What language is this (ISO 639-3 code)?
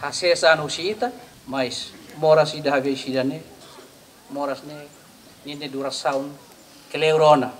tet